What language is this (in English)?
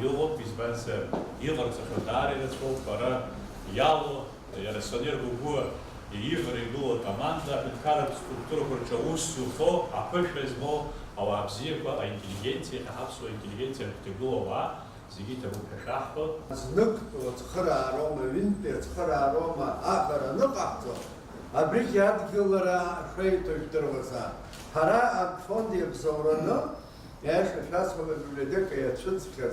Abkhazian